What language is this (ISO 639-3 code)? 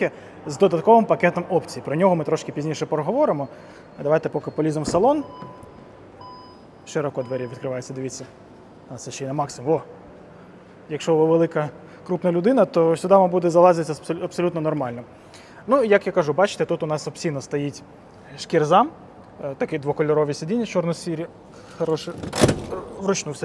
ukr